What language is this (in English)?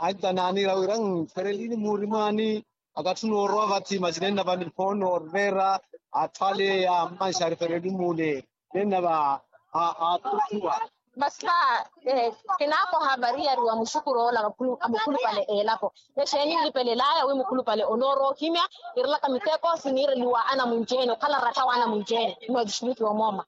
Makhuwa